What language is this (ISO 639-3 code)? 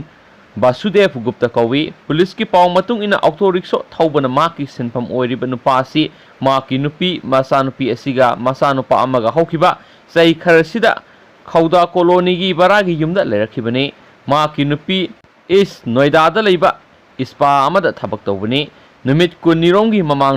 mni